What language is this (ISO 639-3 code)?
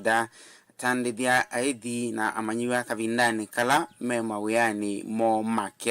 kam